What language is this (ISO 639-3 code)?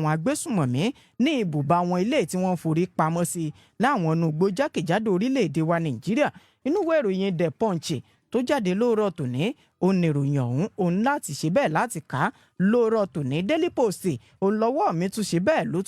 yor